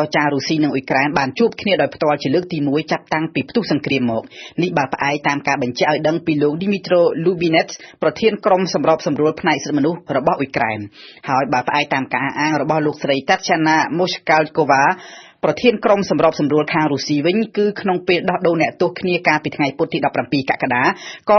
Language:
Khmer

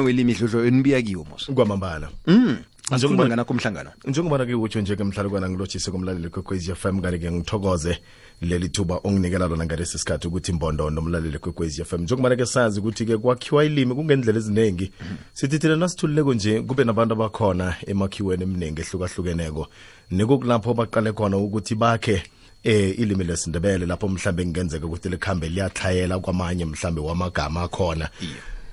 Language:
South Ndebele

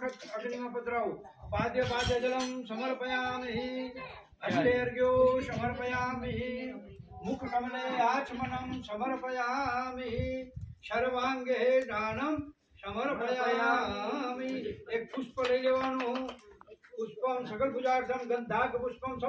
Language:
Gujarati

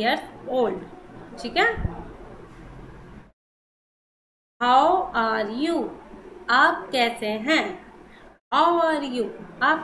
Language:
Hindi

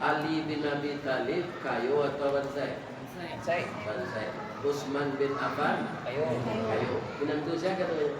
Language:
Minangkabau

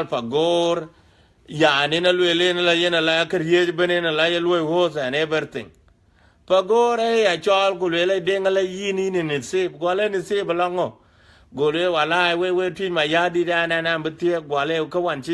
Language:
Dinka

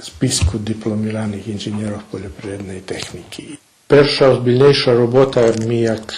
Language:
Rusyn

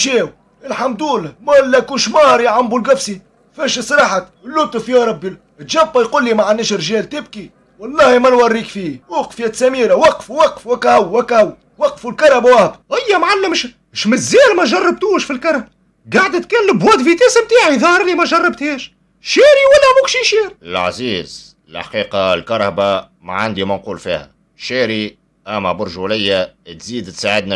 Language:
Tunisian Arabic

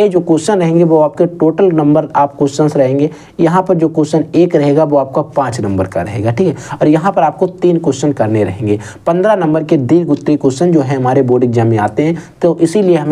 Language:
Hindi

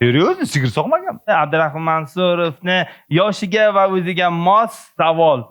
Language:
Uzbek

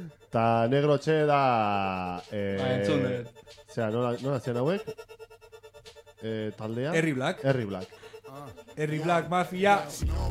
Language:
Basque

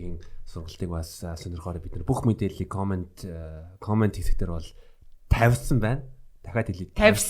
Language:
Mongolian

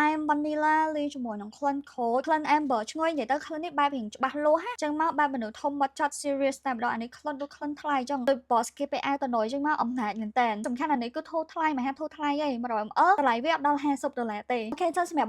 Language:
Khmer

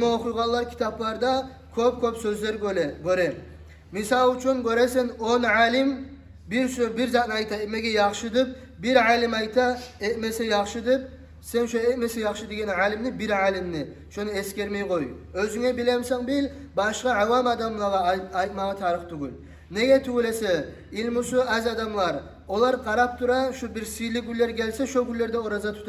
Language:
Kumyk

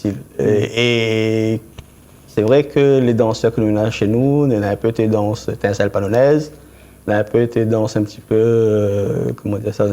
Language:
Réunion Creole French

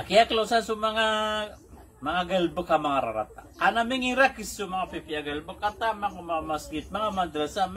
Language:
Maranao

